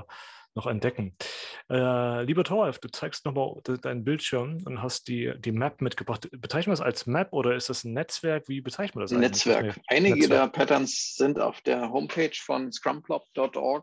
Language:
German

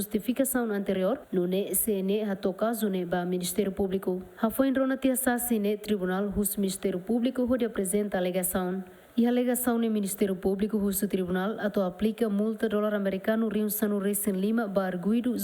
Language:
Tetum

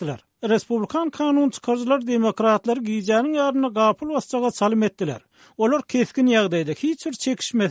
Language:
Turkmen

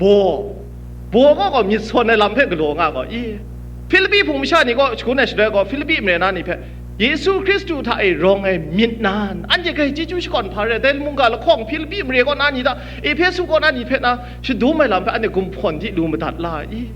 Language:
Kachin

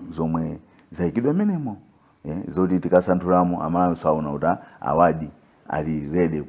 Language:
Nyanja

